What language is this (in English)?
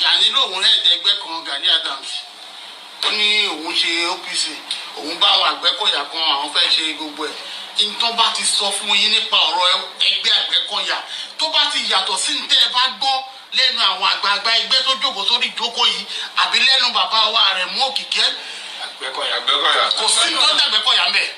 Yoruba